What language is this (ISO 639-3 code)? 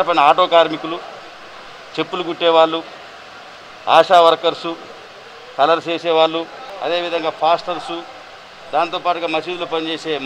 tel